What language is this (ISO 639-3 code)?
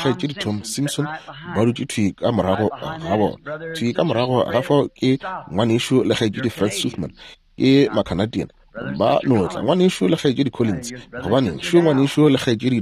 nso